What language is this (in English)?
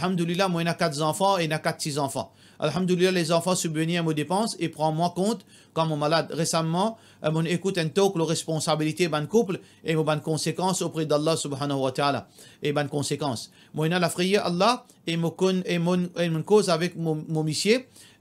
Morisyen